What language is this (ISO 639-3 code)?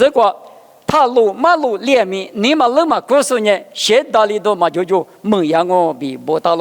lis